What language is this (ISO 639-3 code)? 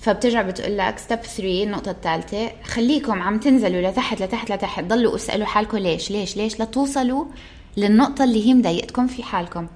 apc